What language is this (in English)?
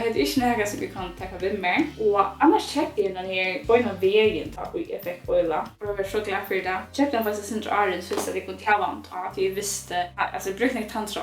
Faroese